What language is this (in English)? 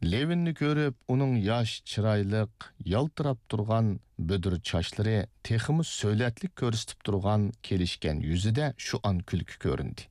Uyghur